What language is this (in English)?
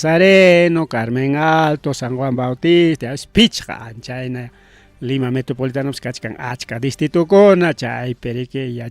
Ayacucho Quechua